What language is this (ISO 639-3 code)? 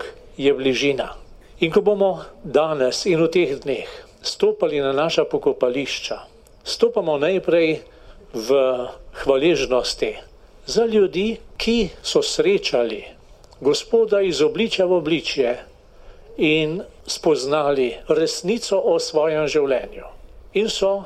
slv